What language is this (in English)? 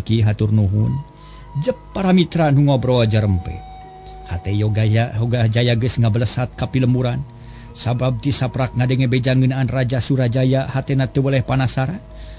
Sundanese